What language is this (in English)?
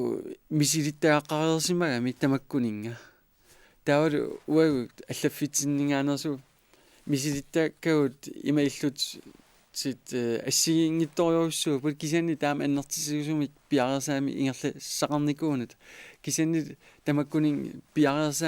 Kalaallisut